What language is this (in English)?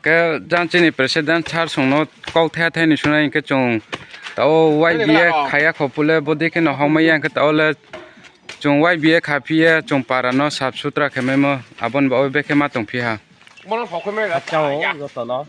Riang (India)